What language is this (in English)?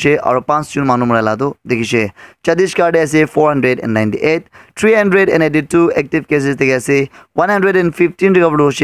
Naga Pidgin